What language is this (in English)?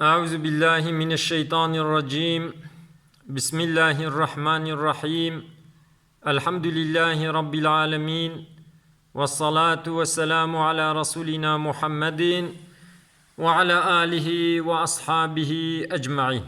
Kurdish